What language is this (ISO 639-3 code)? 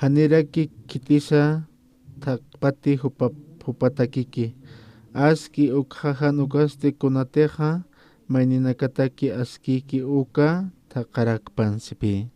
aym